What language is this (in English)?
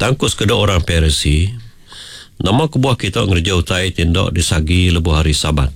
Iban